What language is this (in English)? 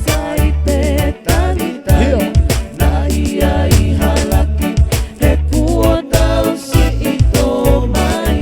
Tongan